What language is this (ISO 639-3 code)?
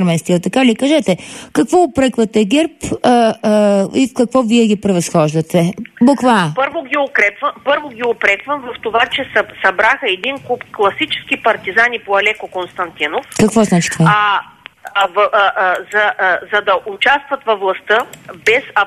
bul